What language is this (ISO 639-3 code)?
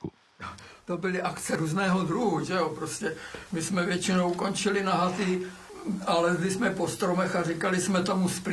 ces